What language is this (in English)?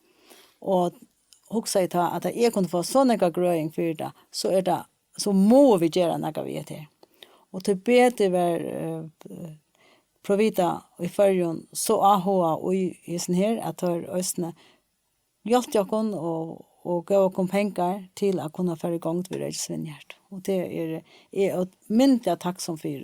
Faroese